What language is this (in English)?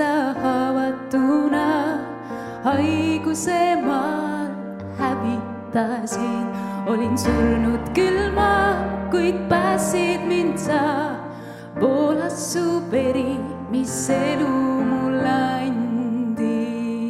Estonian